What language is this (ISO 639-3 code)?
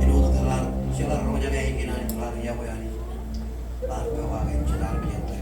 mah